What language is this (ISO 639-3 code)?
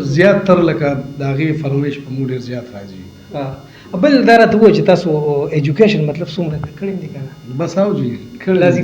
pus